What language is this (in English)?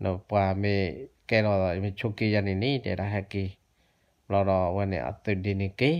S'gaw Karen